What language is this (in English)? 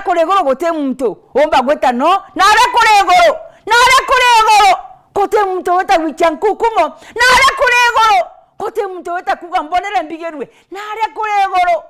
Meru